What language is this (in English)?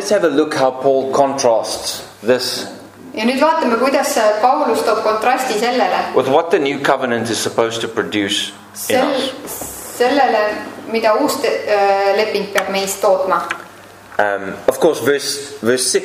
Estonian